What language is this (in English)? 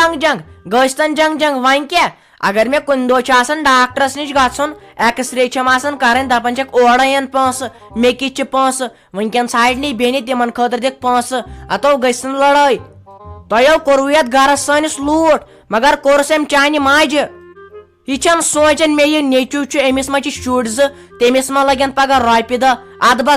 Kashmiri